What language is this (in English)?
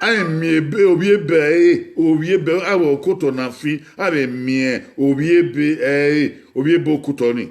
Bini